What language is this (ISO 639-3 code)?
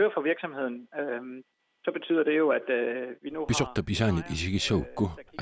kal